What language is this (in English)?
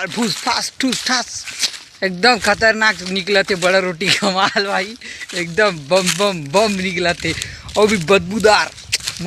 Chhattisgarhi